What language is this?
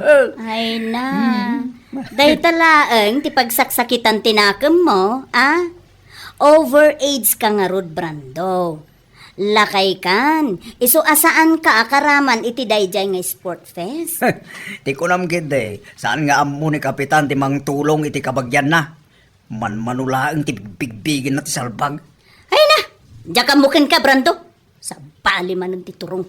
Iloko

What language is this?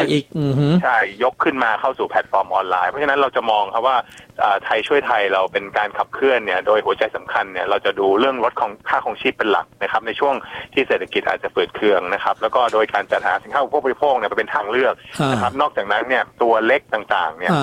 Thai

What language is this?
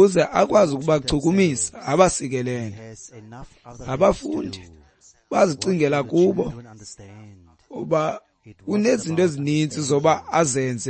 Xhosa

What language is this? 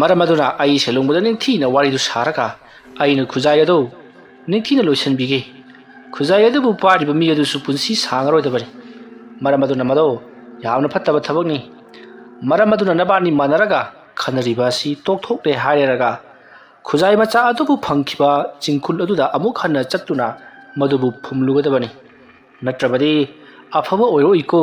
Manipuri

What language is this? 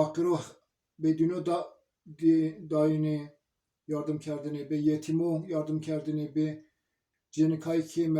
Zaza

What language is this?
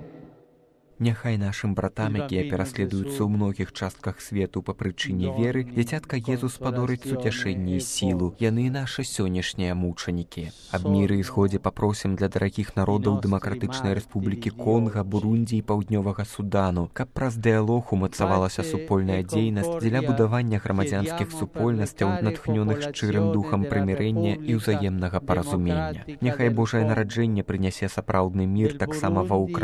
Belarusian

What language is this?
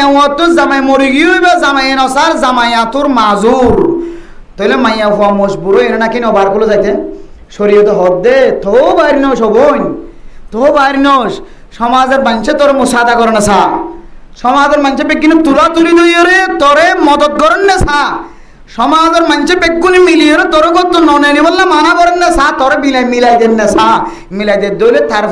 Rohingya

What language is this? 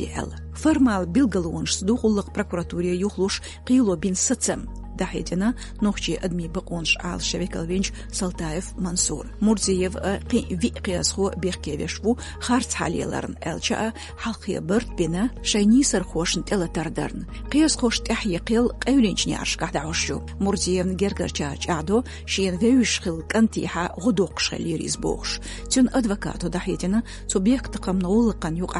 Chechen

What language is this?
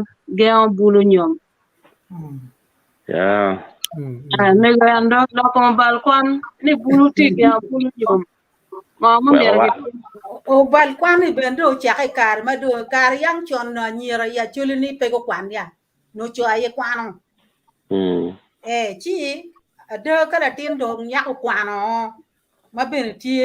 Acoli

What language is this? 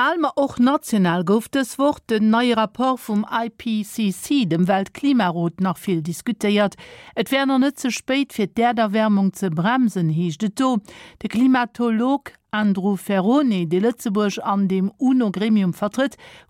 Luxembourgish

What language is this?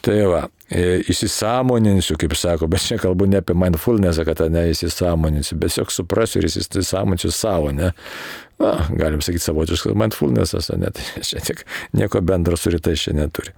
Lithuanian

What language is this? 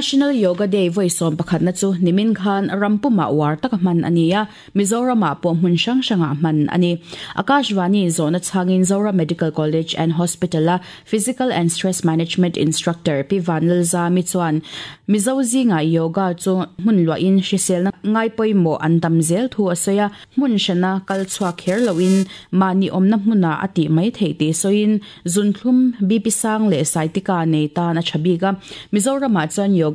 Mizo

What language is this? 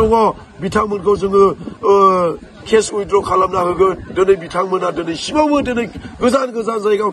Bodo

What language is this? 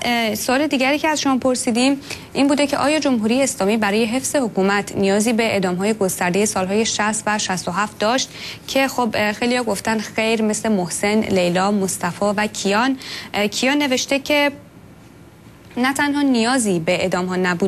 Persian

